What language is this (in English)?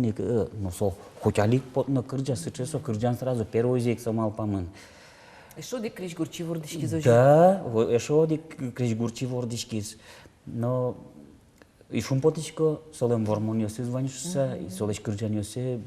Udmurt